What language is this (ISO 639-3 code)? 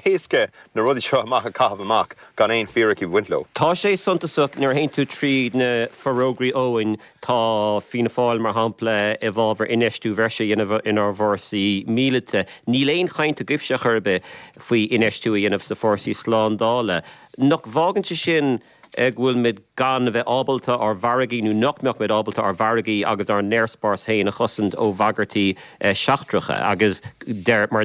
gle